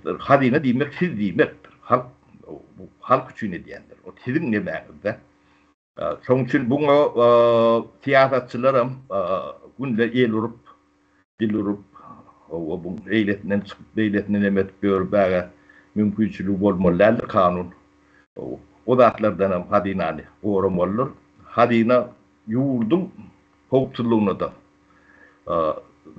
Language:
Turkmen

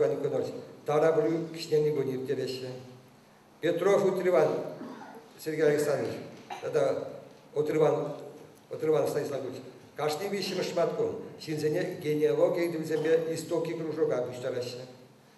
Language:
Chuvash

